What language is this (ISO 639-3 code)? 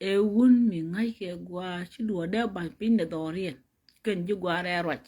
nus